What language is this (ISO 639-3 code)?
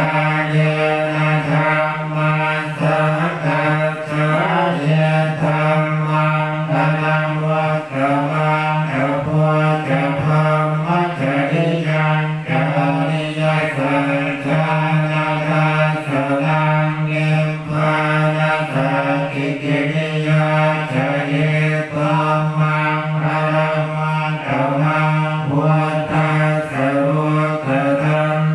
pli